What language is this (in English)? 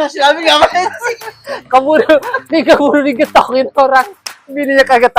Betawi